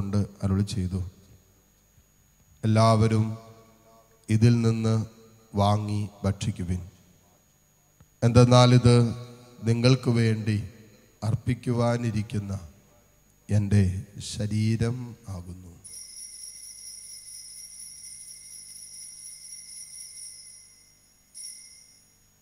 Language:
Malayalam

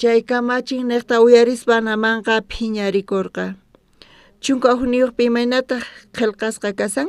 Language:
South Bolivian Quechua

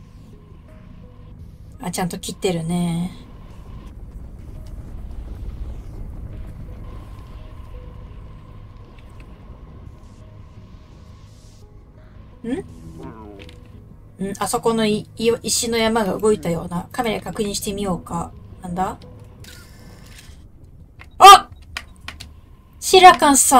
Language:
Japanese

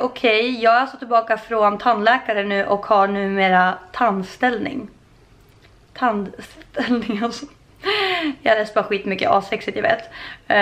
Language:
Swedish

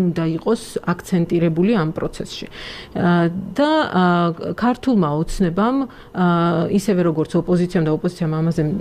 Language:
Georgian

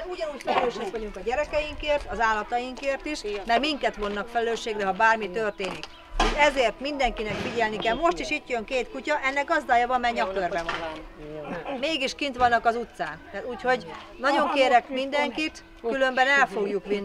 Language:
Hungarian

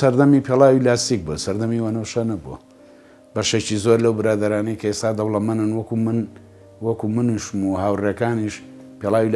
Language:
Central Kurdish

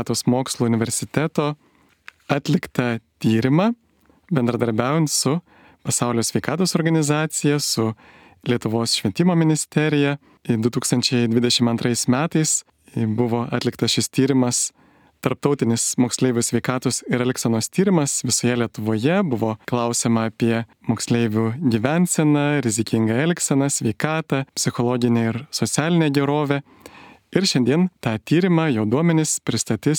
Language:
Lithuanian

